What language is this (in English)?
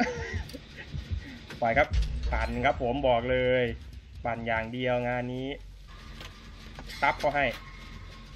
Thai